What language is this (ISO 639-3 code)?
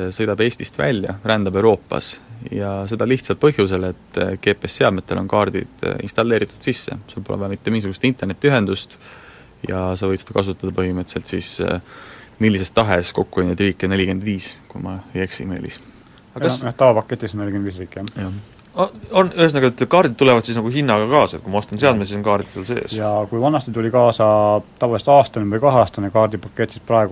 est